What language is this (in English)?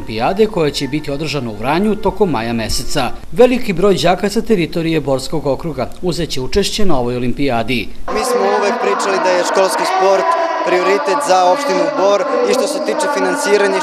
Serbian